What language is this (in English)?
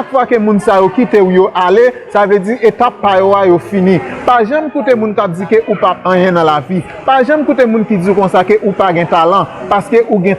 Haitian Creole